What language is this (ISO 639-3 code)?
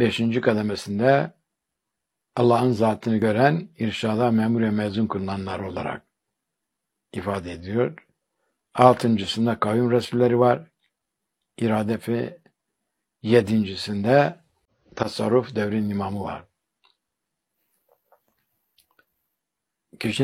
tur